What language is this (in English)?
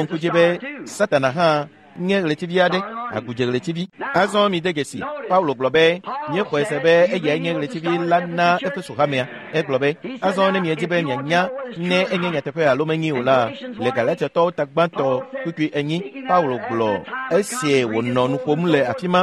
Ewe